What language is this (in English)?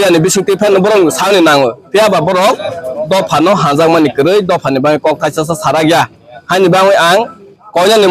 Kok Borok